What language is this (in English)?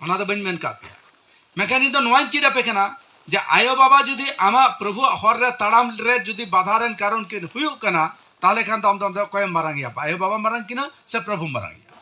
Santali